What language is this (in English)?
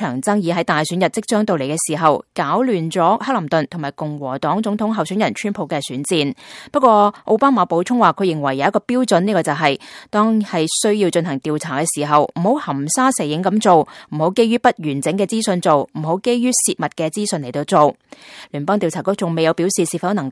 Cantonese